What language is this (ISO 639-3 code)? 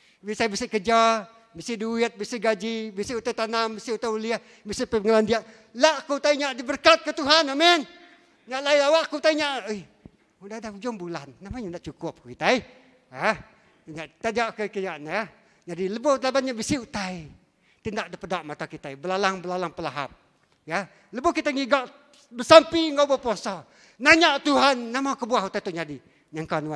iba